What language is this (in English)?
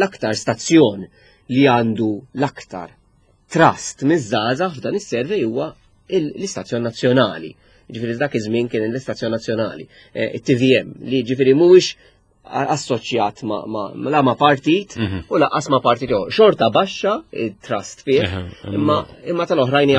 Maltese